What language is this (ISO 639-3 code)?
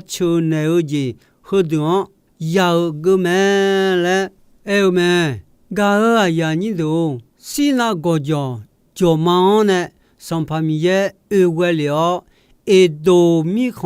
ahk